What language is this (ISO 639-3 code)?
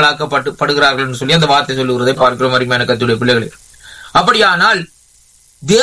tam